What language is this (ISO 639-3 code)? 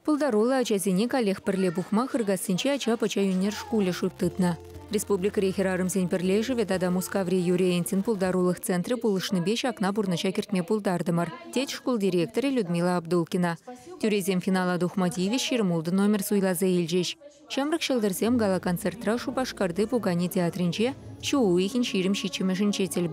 chv